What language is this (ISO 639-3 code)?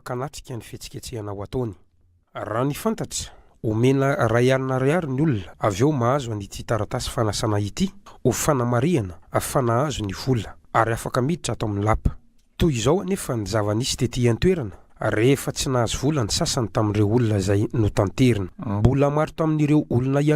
mlg